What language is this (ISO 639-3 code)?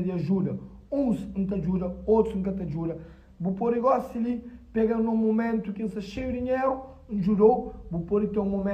kea